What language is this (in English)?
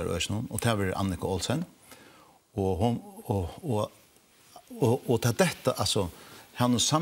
Faroese